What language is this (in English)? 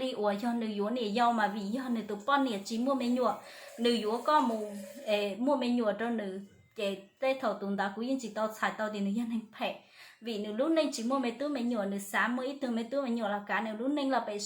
Hmong